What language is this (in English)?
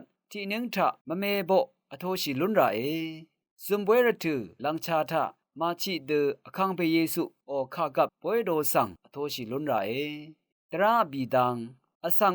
Rawang